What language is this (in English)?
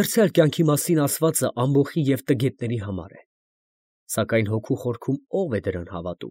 Armenian